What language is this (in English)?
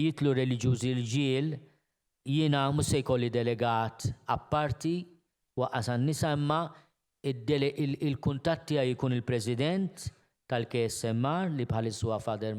Maltese